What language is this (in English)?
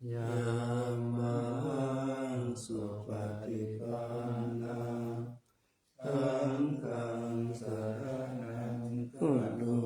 Pali